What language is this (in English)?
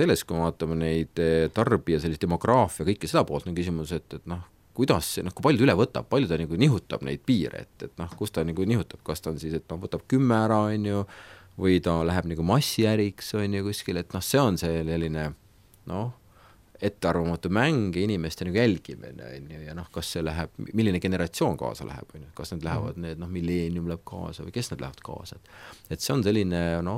Estonian